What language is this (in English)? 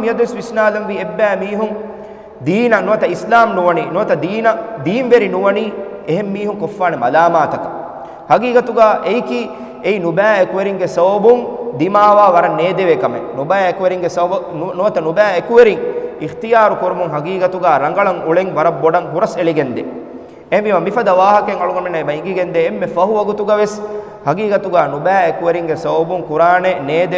Divehi